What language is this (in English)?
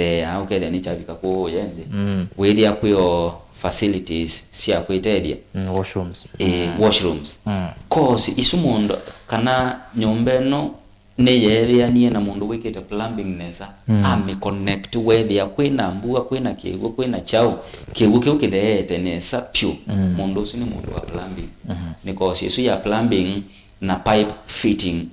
Kamba